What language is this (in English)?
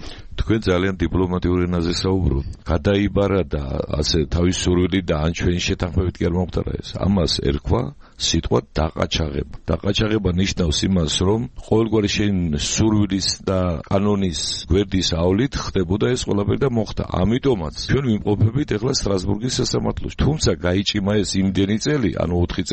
Georgian